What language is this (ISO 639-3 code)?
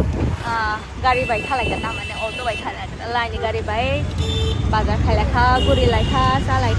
trp